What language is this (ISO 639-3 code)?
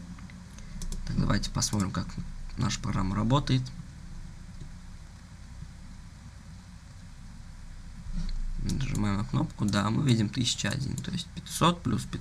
rus